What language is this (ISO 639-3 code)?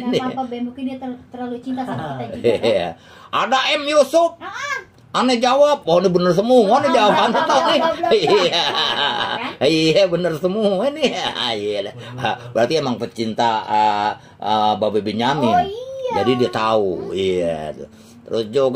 bew